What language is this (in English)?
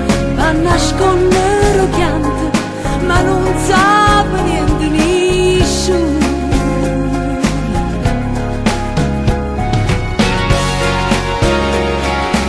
Italian